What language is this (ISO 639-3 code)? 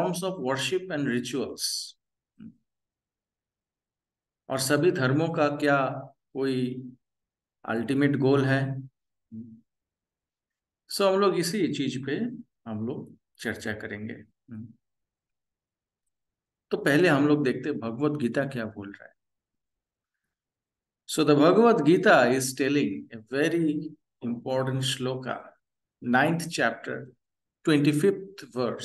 hin